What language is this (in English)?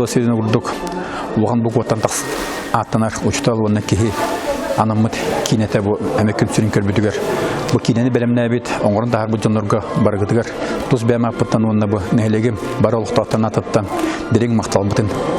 Yakut